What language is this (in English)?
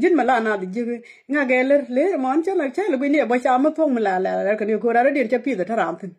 Nuer